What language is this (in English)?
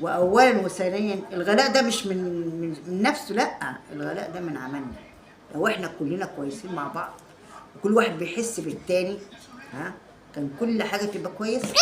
Egyptian Arabic